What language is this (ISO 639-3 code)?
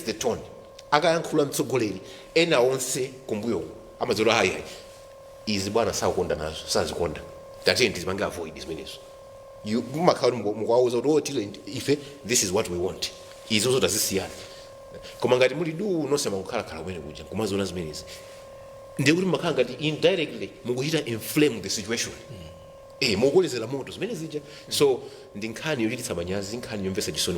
nya